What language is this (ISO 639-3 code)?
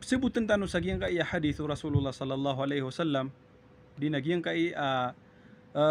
mrw